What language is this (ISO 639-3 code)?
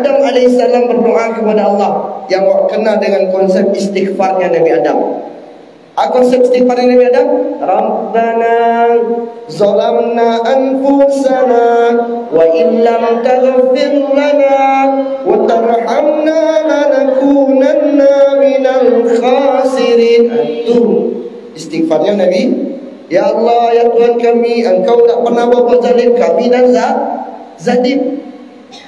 min